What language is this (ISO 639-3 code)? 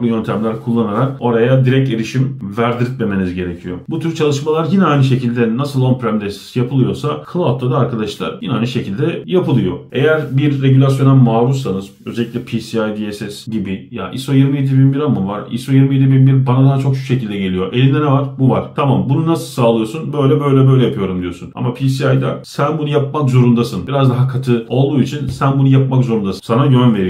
tur